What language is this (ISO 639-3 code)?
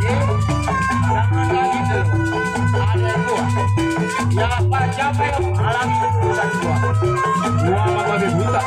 bew